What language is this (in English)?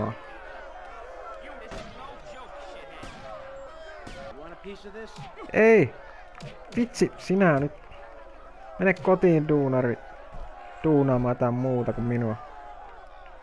Finnish